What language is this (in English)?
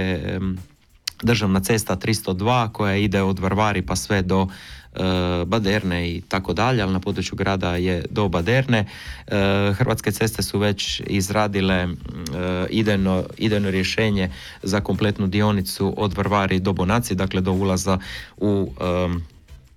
Croatian